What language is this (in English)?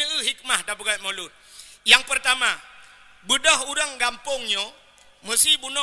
Achinese